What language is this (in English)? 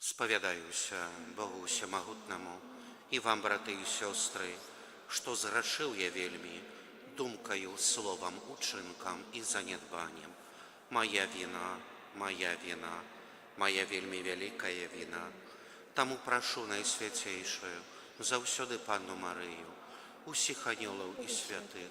Belarusian